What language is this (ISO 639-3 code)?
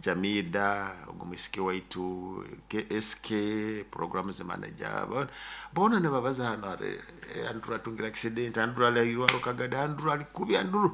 nyo